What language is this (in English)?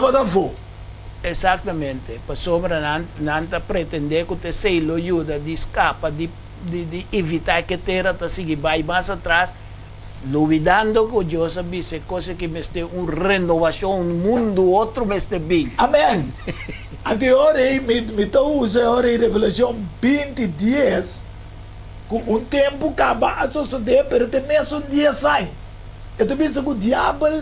Papiamento